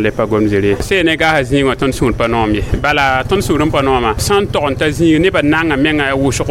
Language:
Mossi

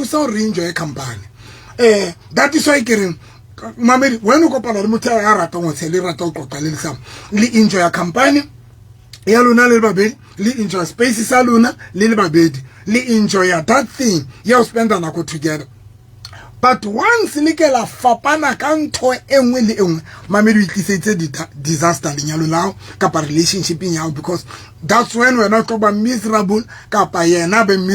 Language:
Southern Sotho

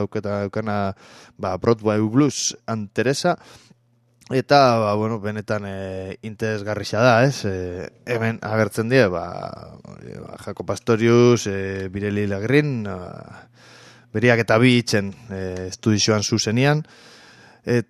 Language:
Basque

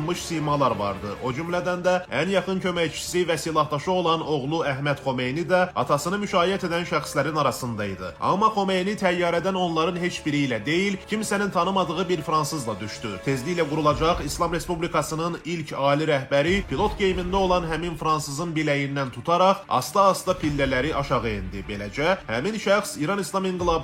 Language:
Azerbaijani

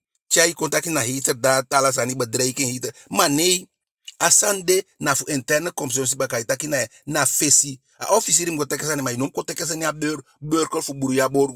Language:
Eastern Maroon Creole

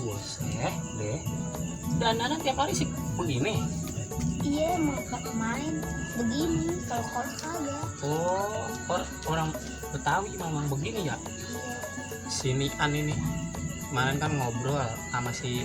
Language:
Betawi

